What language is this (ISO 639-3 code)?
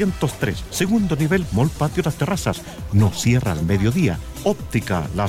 spa